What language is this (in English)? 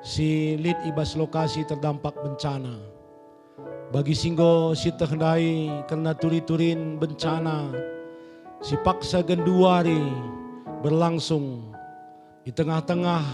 Batak Karo